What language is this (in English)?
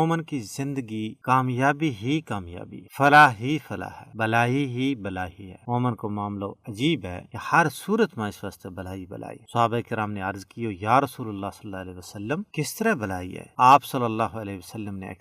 Gujari